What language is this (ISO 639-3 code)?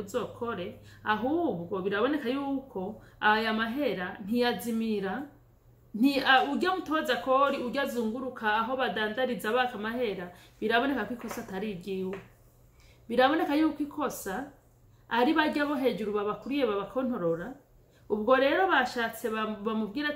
run